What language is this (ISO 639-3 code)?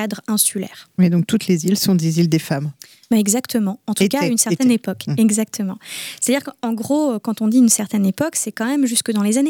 fra